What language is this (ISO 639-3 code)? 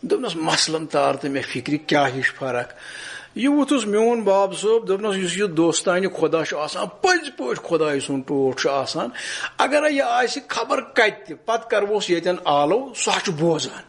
kas